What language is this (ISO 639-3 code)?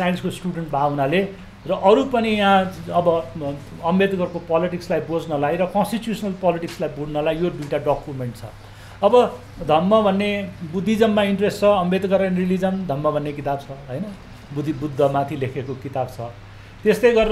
nep